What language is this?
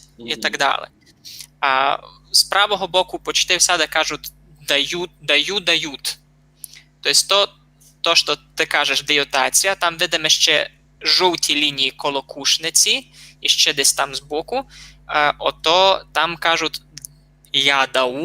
Rusyn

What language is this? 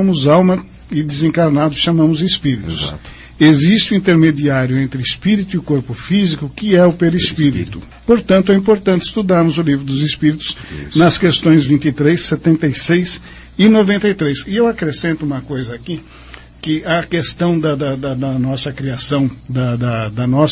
Portuguese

